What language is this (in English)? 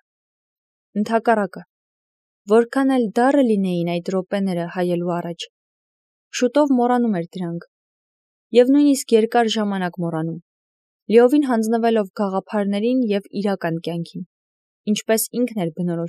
Armenian